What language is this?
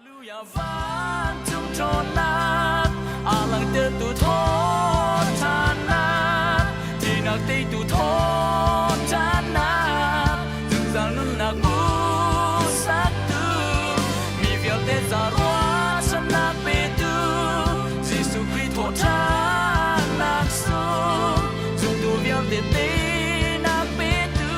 Hakha Chin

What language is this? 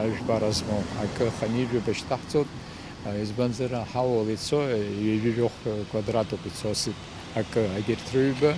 Abkhazian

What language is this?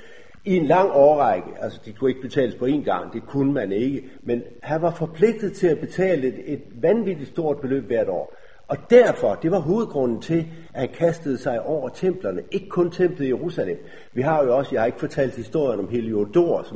Danish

